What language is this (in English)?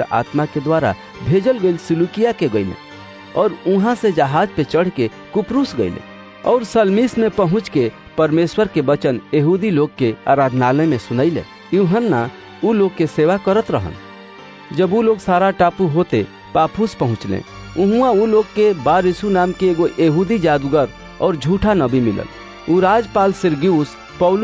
Bhojpuri